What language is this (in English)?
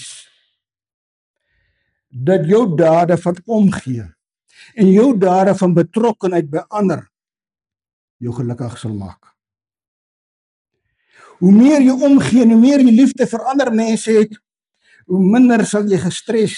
Afrikaans